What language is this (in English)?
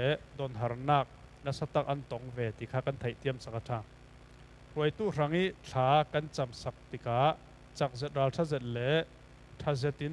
Falam Chin